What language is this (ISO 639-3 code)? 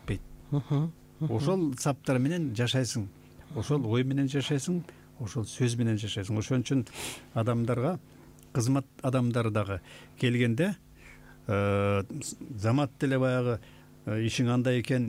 kir